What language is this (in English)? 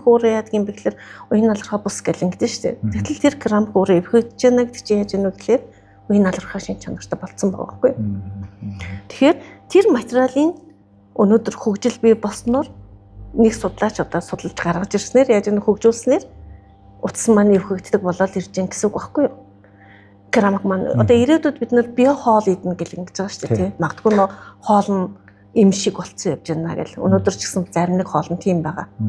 Mongolian